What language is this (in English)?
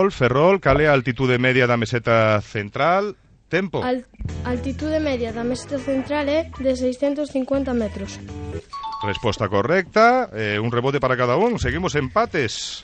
Galician